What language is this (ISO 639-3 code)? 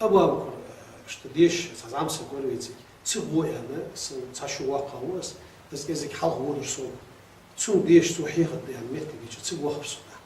inh